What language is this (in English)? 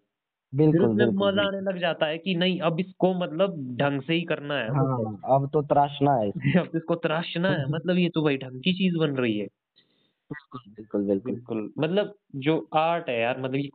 Hindi